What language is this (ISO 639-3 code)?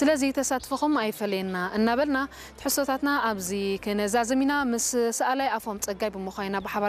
tir